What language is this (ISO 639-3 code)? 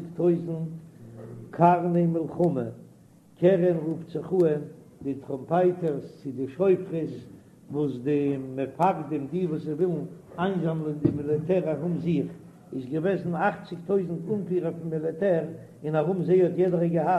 yid